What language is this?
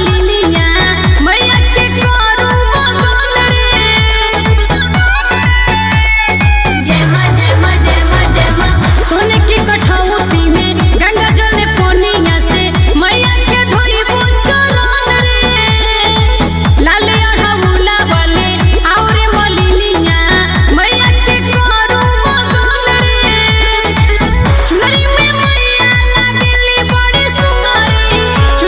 Bhojpuri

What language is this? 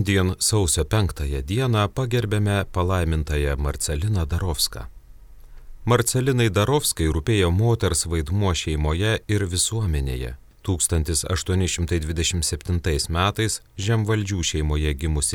Lithuanian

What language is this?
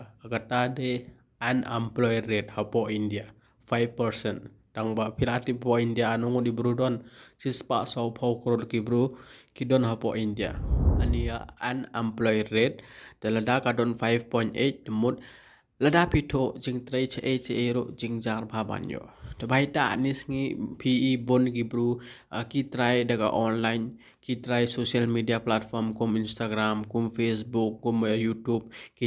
Khasi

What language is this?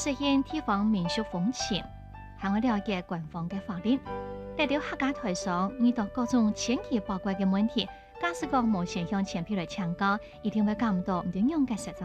Hakka Chinese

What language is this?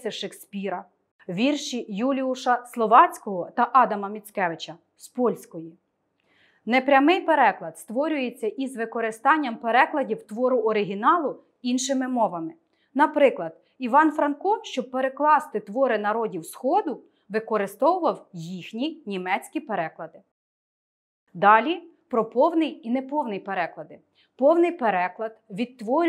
Ukrainian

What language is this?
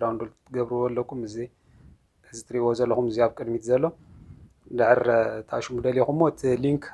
Tigrinya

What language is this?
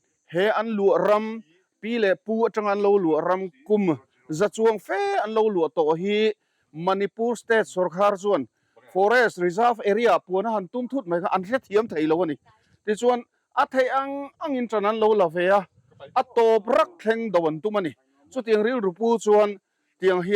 Mizo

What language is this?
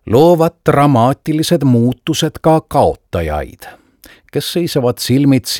Estonian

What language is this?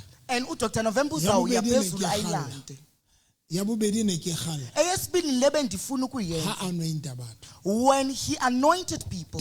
Southern Sotho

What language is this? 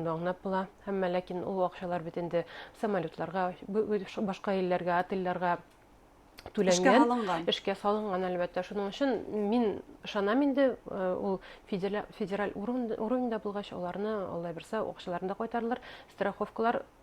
Bashkir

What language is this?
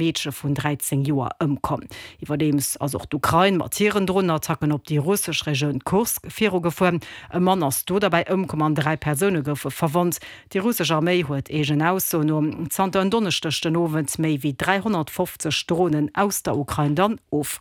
Luxembourgish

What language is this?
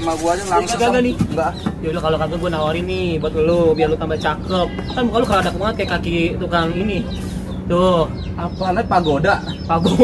Betawi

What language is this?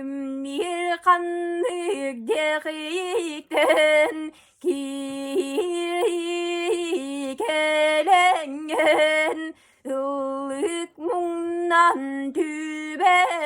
Yakut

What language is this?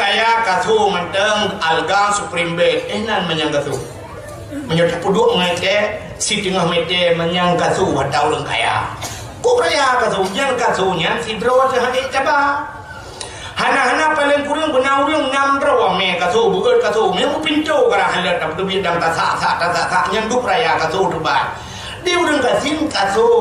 Achinese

